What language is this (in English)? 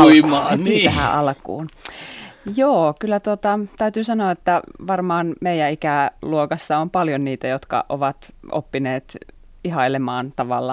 Finnish